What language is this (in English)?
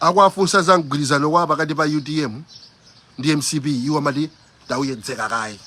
Nyanja